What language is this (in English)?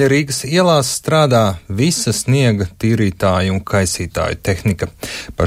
Latvian